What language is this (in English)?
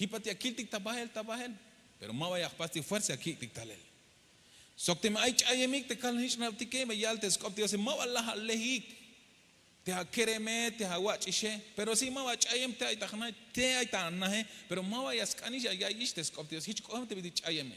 Tzeltal